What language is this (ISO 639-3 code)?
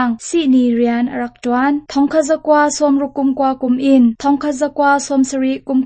cnh